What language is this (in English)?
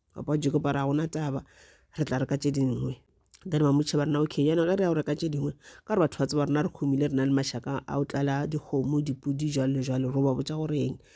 Northern Sotho